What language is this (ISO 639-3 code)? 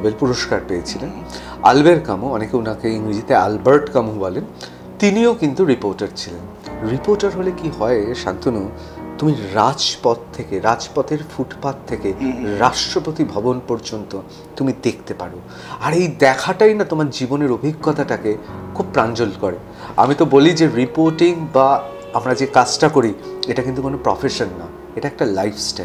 ben